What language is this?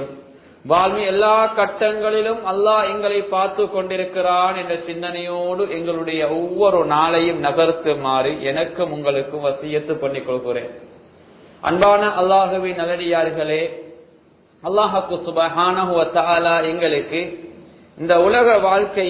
Tamil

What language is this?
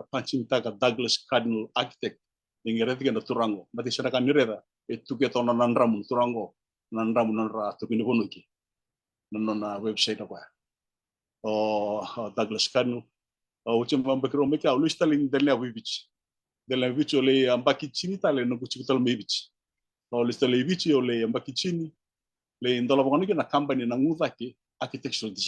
Fijian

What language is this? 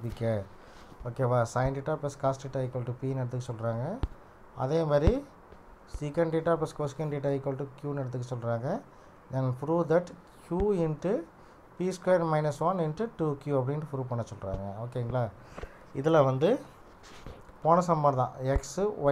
Tamil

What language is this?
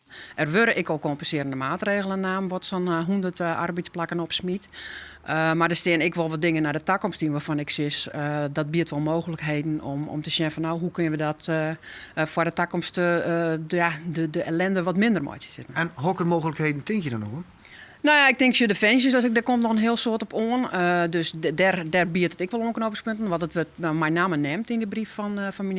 Western Frisian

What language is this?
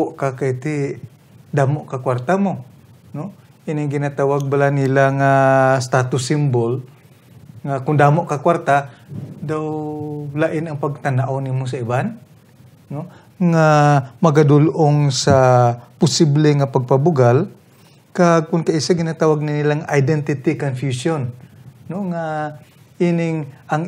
Hiligaynon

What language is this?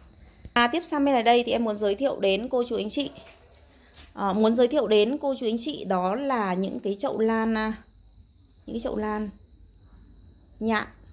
Vietnamese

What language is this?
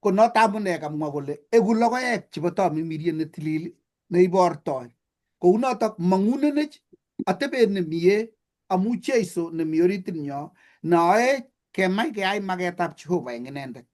Kalenjin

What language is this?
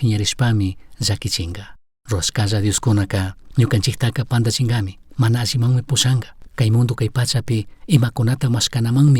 Chimborazo Highland Quichua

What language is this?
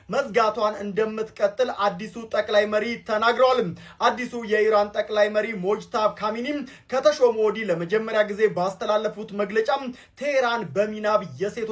Amharic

